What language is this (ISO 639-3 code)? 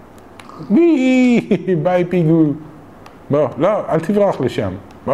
heb